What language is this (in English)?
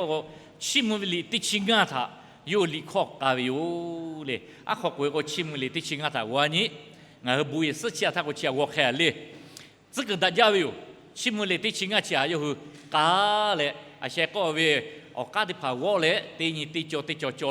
Lahu